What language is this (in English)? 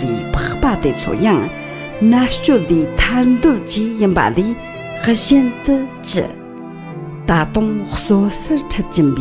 Tibetan